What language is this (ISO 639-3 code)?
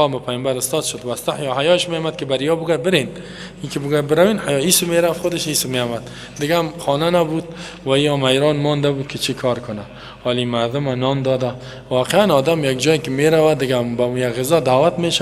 fas